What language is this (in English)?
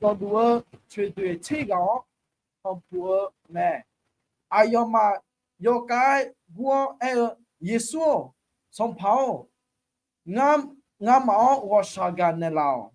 Akha